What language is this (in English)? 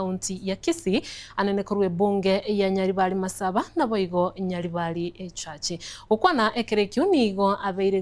Gusii